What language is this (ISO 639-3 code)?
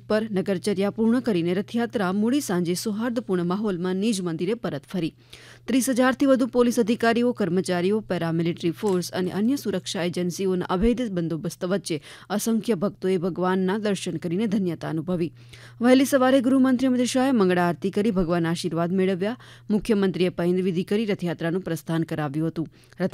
guj